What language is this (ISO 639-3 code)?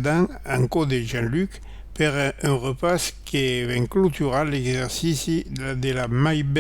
oci